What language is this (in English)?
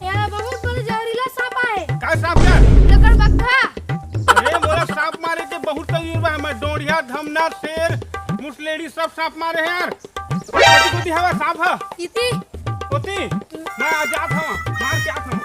Chhattisgarhi